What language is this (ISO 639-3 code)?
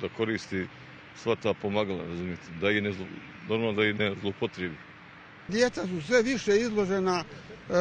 bos